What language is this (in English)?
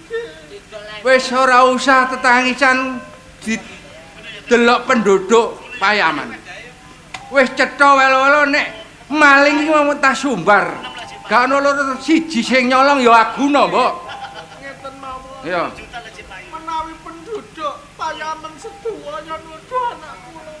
Javanese